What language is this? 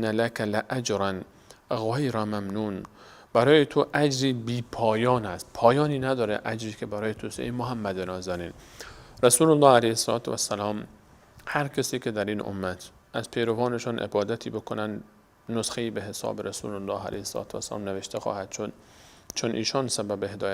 Persian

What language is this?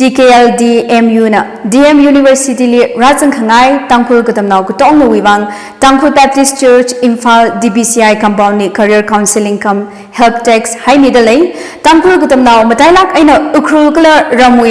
Tangkhul Naga (India)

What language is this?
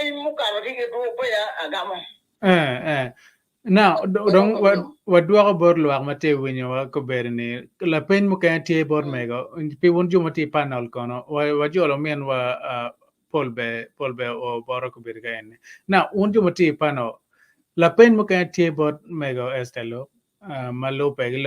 Acoli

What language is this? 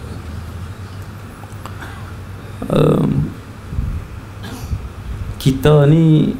Malay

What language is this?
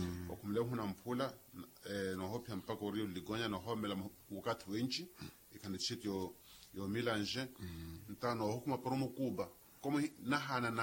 Makhuwa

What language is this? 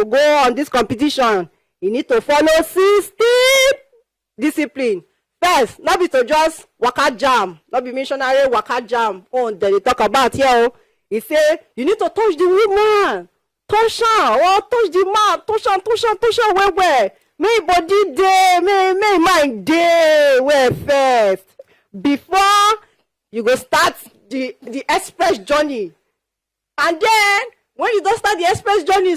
Nigerian Pidgin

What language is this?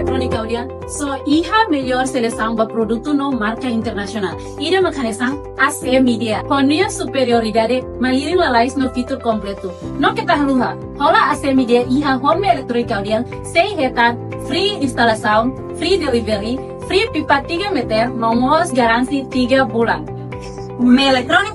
Tetum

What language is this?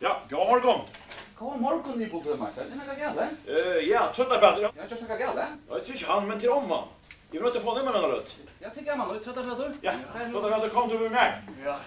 Faroese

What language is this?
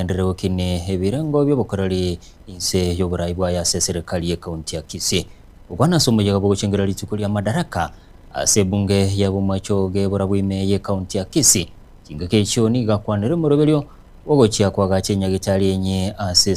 Gusii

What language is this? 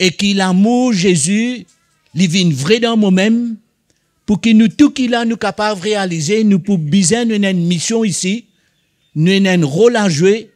Morisyen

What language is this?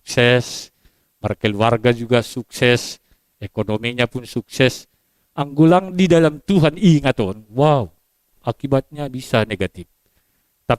Batak Simalungun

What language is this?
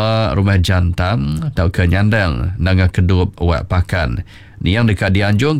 Iban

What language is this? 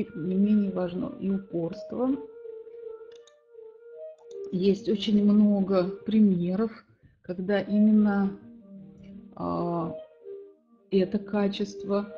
Russian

